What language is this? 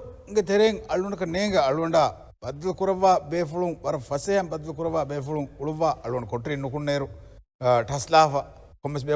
Divehi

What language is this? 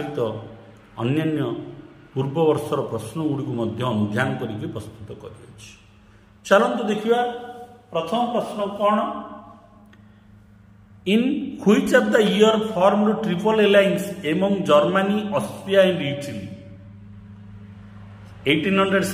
Odia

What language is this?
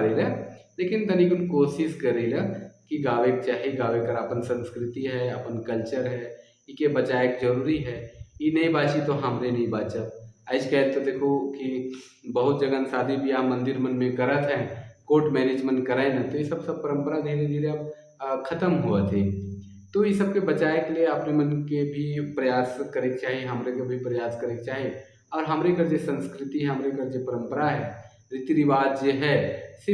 Sadri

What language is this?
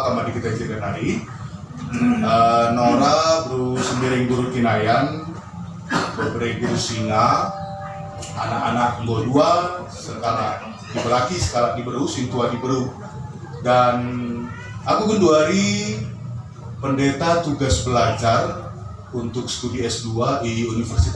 Batak Karo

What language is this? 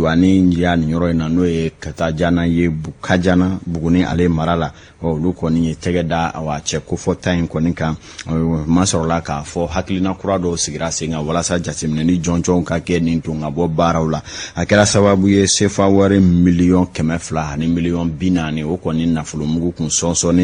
Bambara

